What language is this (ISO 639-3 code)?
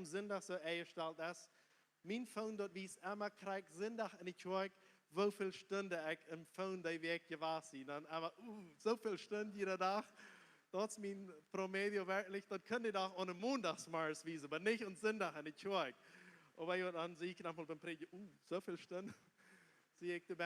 pdt